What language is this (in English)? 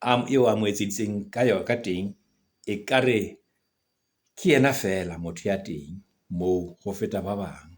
Southern Sotho